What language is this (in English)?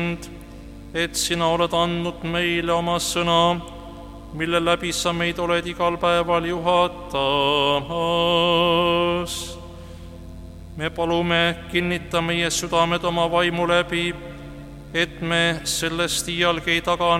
Estonian